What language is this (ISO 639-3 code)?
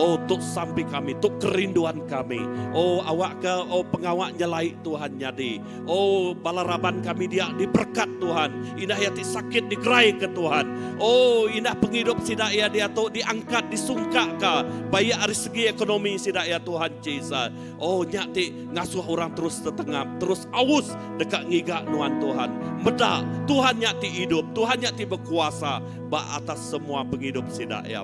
iba